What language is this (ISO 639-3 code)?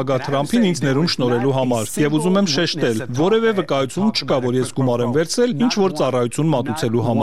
hye